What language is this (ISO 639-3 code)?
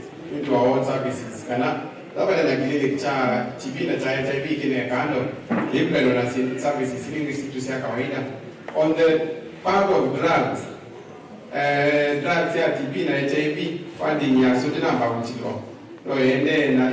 kam